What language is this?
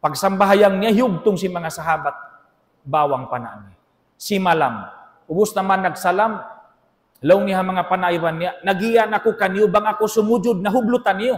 Tausug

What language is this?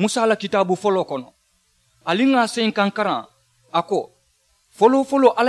Mandingo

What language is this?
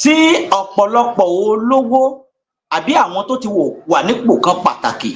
Yoruba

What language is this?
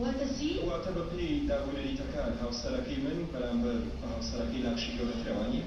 Central Kurdish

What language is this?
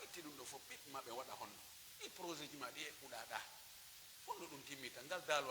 Pular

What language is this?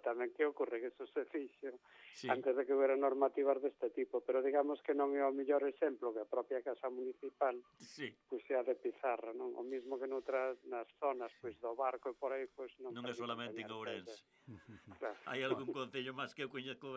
Galician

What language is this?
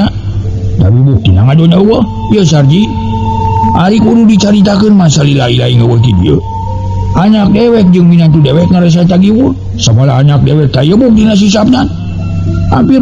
Sundanese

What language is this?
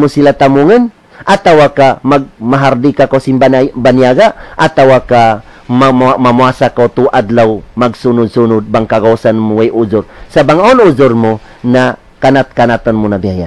Tausug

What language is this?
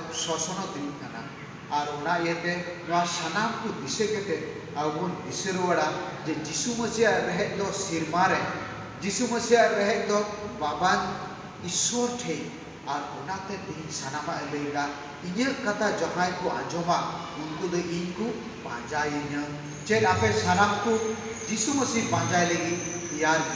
Santali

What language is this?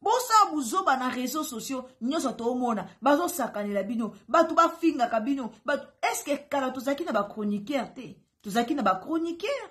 Lingala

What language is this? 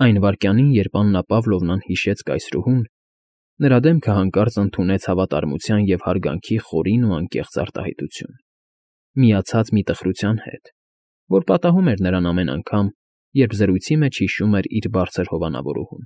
Armenian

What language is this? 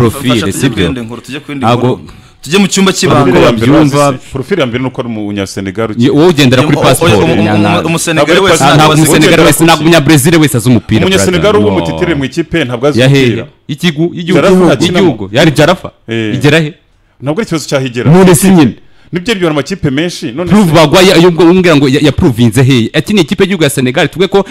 Kinyarwanda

